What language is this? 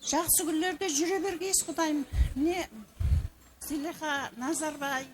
Kara-Kalpak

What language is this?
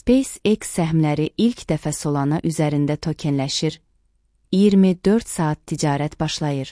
Azerbaijani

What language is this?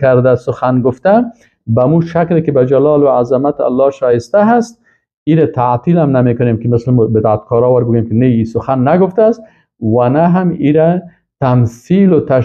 Persian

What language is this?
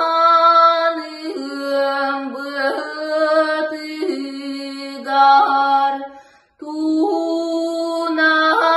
Yakut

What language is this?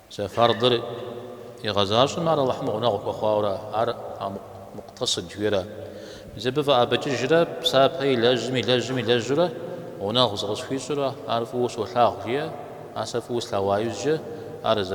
Kabardian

